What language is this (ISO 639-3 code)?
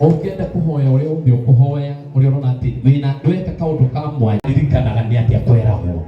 kik